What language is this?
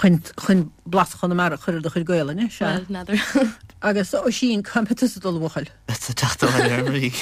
Irish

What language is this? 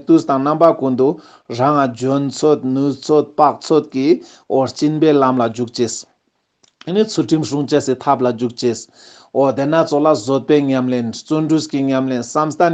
Ladakhi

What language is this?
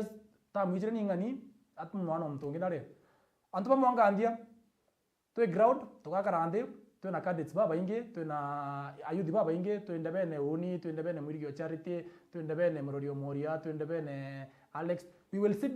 Meru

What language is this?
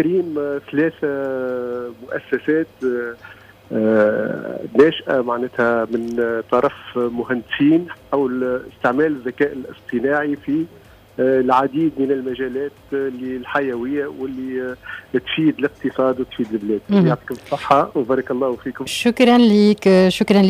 Tunisian Arabic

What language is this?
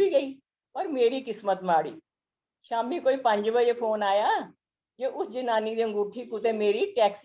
Dogri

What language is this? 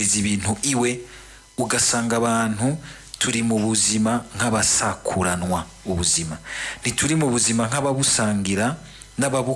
Rundi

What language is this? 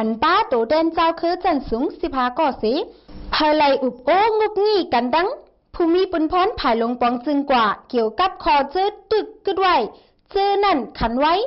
Shan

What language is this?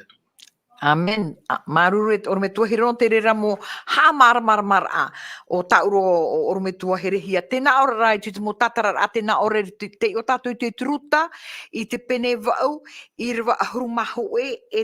Tahitian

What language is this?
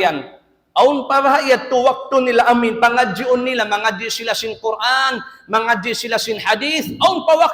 Tausug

